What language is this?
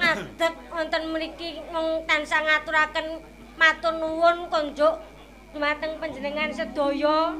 Javanese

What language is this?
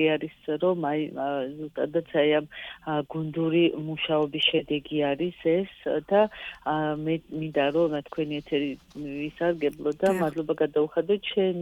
Georgian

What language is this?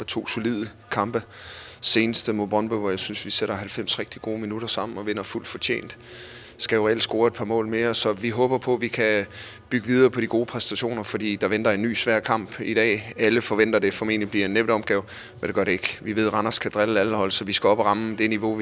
Danish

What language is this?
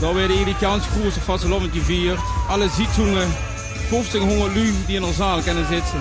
Limburgish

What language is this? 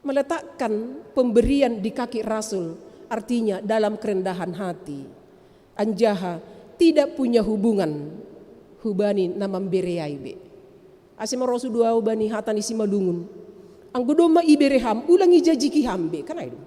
Batak Simalungun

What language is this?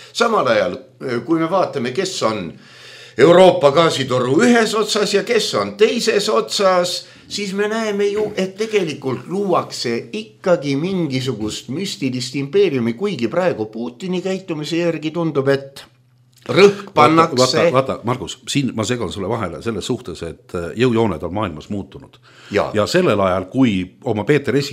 Estonian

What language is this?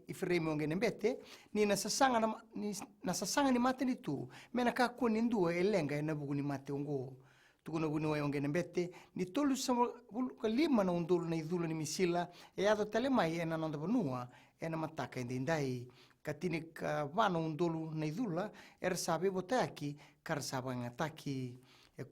Fijian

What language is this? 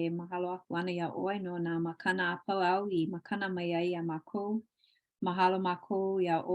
Hawaiian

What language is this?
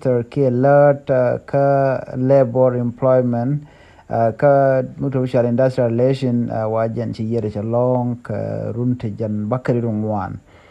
Nuer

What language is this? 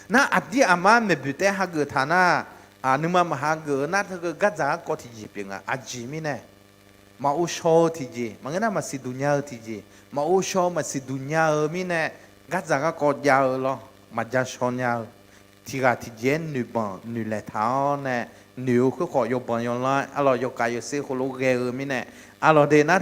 Akha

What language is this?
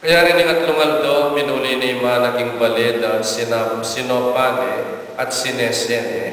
Pampanga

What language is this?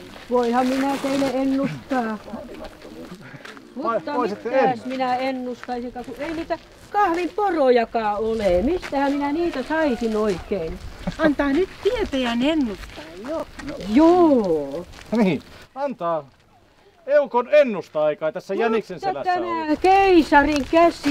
Finnish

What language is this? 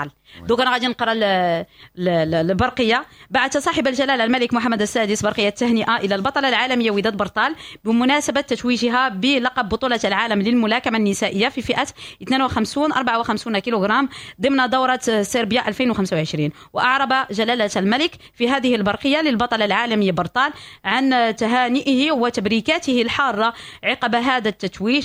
Moroccan Arabic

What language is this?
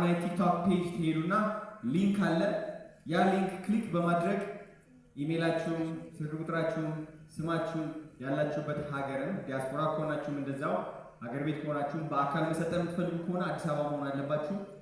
Amharic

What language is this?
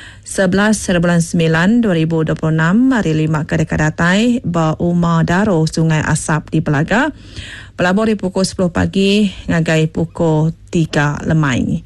Iban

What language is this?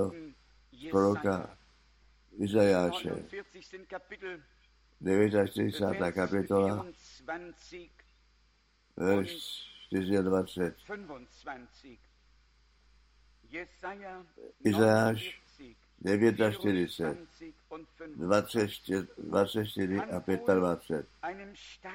Czech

